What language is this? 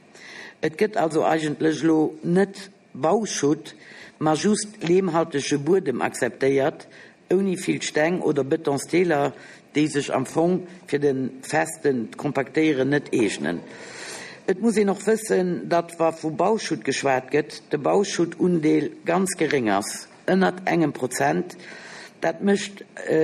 Luxembourgish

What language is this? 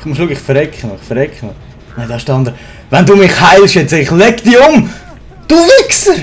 Swiss German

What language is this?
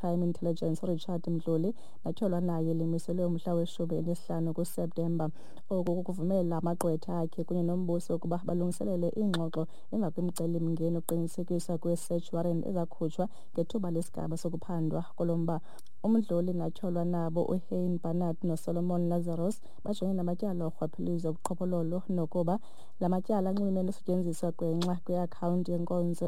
Xhosa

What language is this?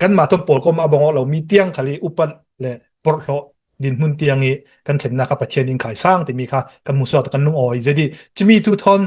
Hakha Chin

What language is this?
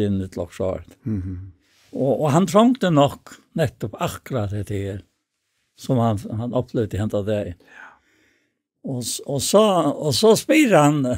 Faroese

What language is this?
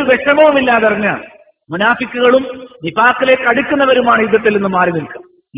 Malayalam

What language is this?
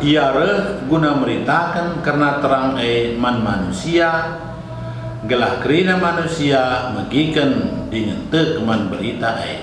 Batak Karo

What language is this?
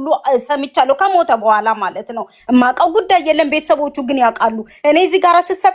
Amharic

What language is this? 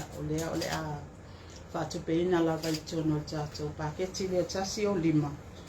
Samoan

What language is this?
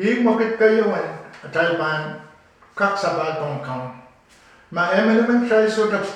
Pohnpeian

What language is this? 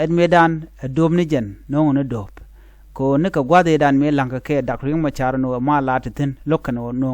Nuer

